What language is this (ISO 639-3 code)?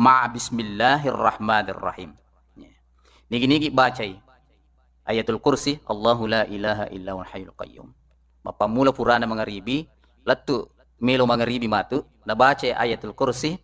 bug